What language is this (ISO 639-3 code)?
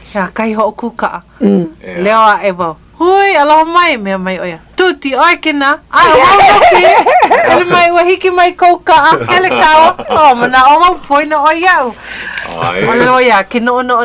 haw